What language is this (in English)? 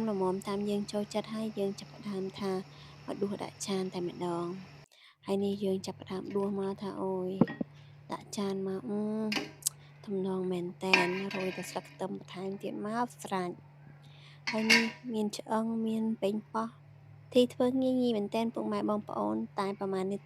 Khmer